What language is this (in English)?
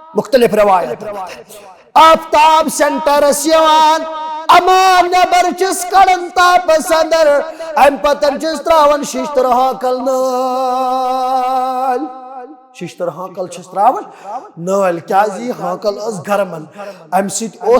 Kashmiri